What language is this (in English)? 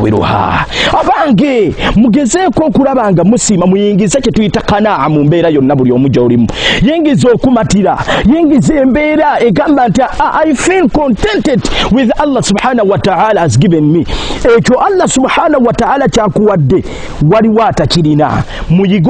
Ganda